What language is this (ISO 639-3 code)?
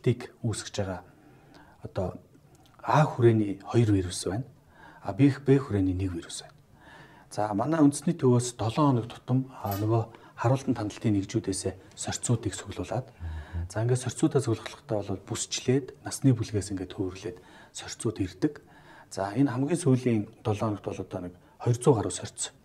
mon